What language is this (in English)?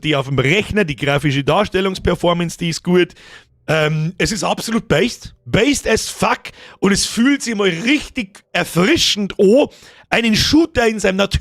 Bavarian